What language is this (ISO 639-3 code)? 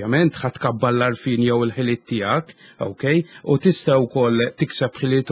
mlt